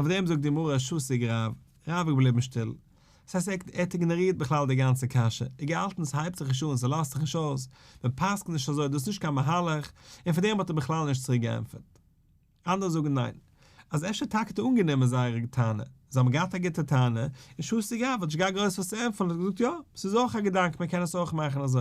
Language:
Yiddish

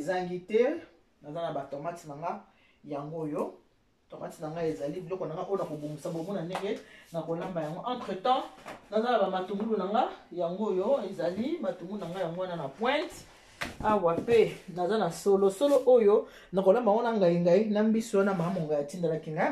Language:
Lingala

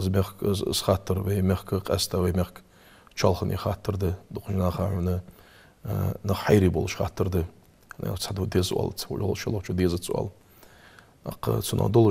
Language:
Ingush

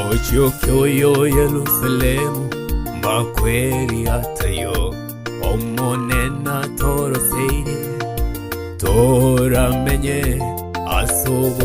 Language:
Gusii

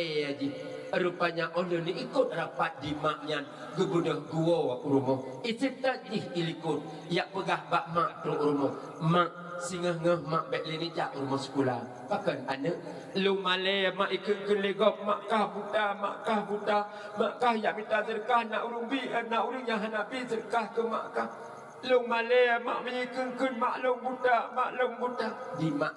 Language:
Achinese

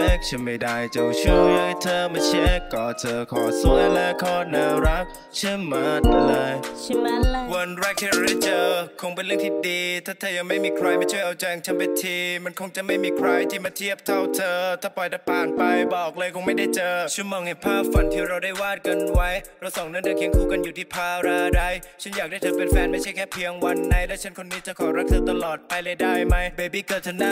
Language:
Thai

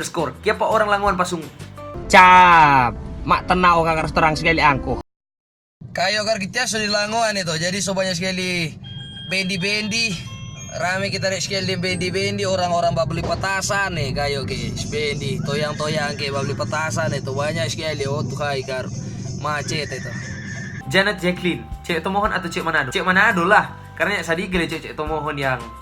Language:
Manado Malay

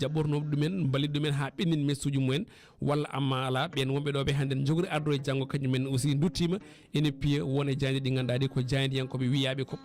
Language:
Fula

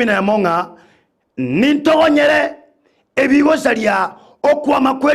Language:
Gusii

